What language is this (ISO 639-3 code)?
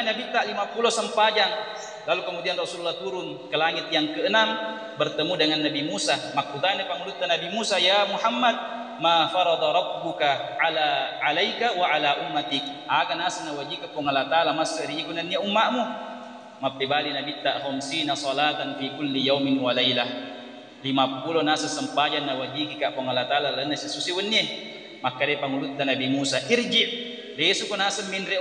bug